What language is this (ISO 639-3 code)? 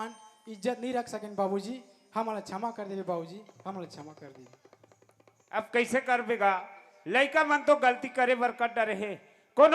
hne